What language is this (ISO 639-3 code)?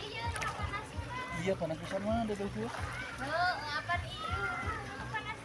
sun